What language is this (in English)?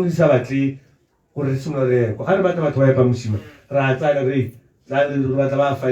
Tswana